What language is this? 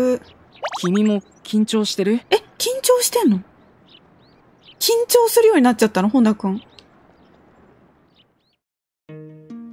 Japanese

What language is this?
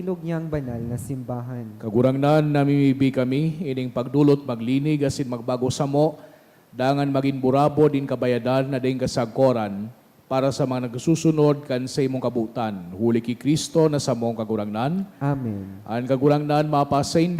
Bikol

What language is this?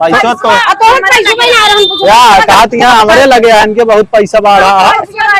Awadhi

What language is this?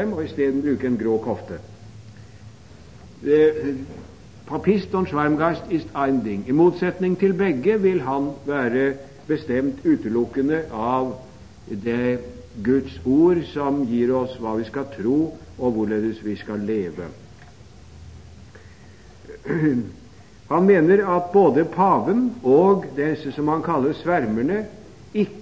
Norwegian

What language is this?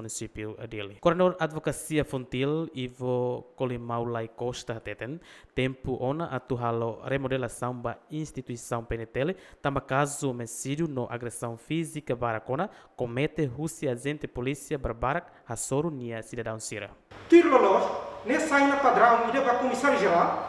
Tetum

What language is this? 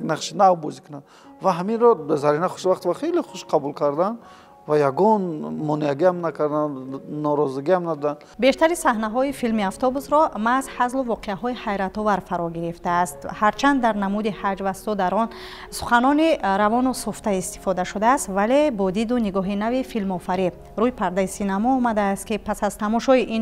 Tajik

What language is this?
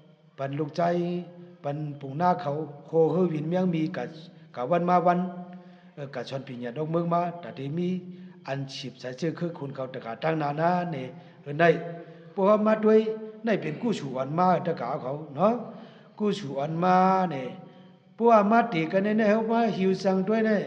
Shan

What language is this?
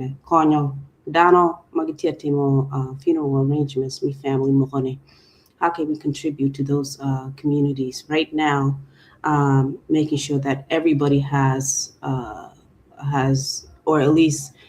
Acoli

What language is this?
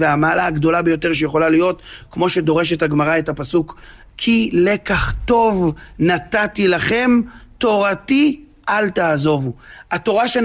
Hebrew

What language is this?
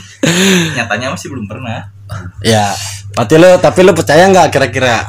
Indonesian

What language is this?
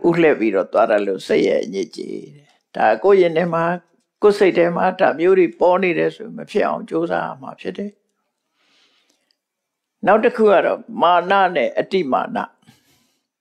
Burmese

